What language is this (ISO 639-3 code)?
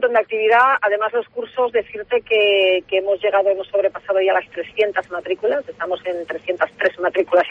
spa